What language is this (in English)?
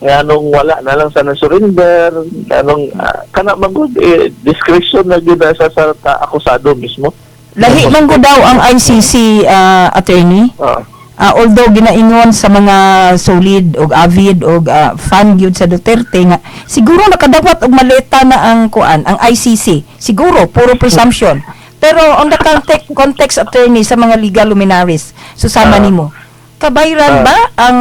Cebuano